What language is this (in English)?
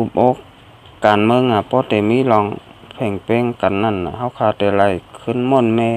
Shan